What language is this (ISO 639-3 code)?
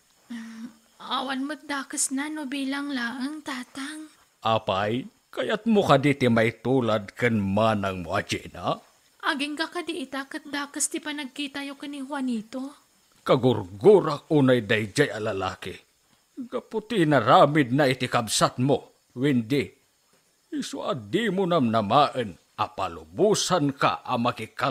ilo